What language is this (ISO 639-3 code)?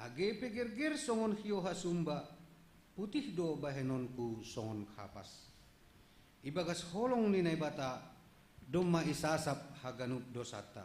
bts